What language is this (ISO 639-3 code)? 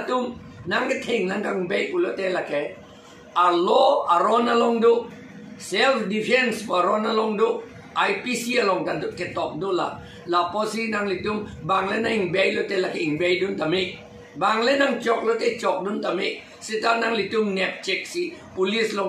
mjw